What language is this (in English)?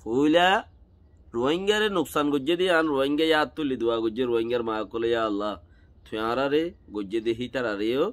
Rohingya